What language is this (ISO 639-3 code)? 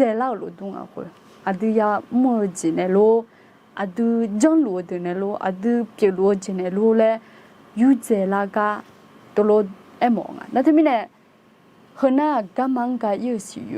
ahk